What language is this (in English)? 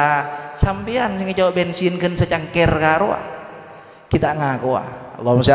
Madurese